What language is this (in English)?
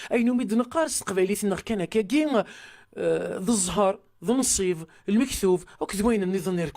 Kabyle